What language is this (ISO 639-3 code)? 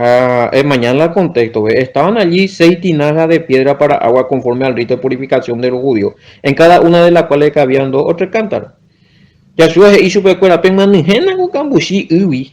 grn